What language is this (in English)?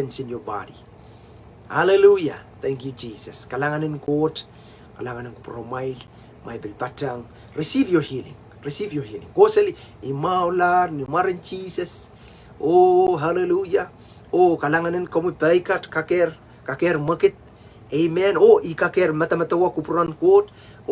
Pohnpeian